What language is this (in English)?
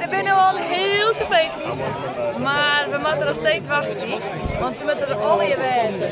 Western Frisian